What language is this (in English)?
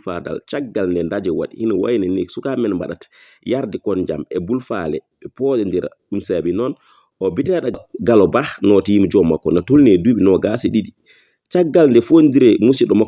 Fula